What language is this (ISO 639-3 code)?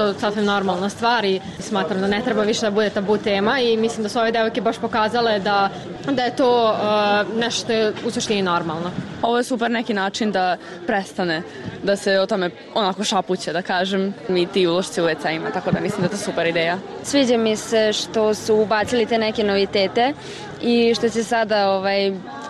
srp